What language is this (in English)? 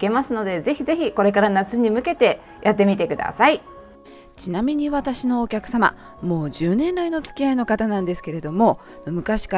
Japanese